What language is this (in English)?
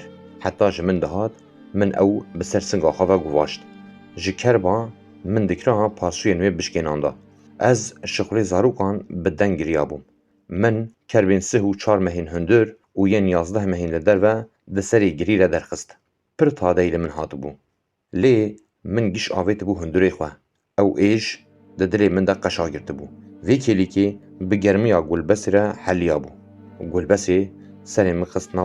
Kurdish